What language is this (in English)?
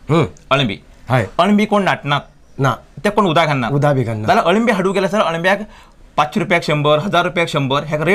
Konkani